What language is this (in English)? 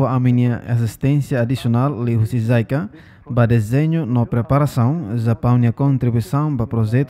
Tetum